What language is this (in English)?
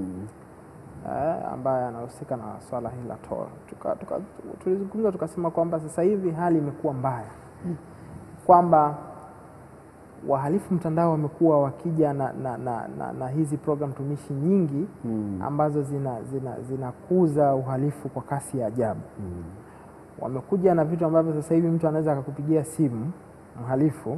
Swahili